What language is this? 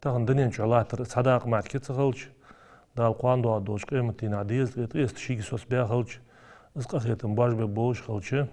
Ingush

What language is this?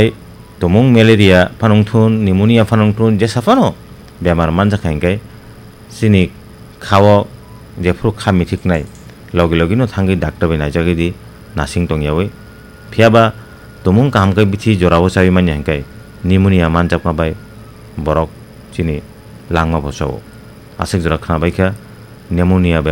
Kok Borok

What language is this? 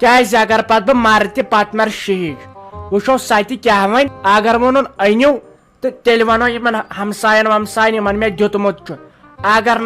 Kashmiri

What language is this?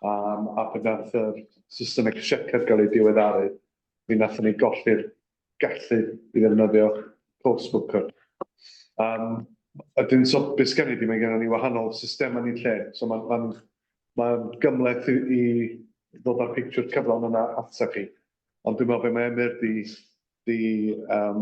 Welsh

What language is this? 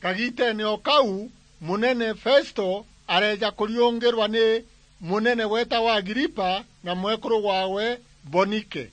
Meru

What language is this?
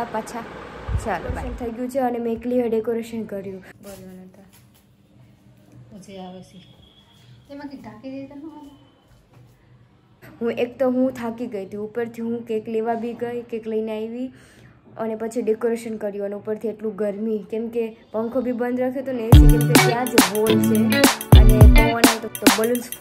Gujarati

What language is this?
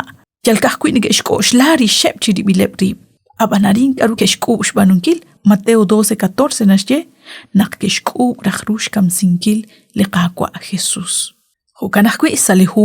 Kekchí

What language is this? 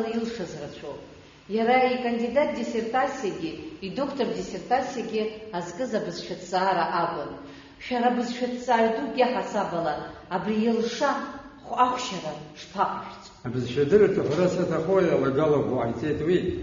Abkhazian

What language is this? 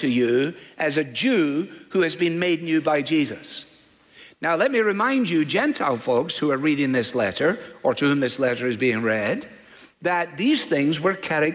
English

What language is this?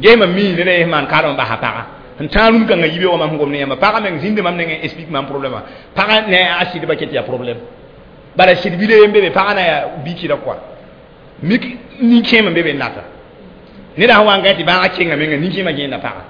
Mossi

